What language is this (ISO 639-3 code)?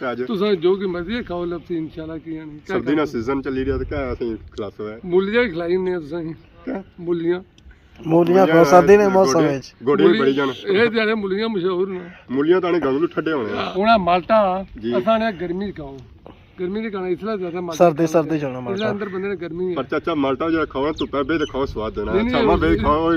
phr